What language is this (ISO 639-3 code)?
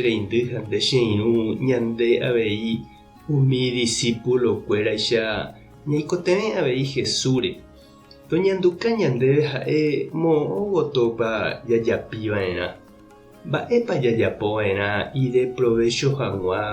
grn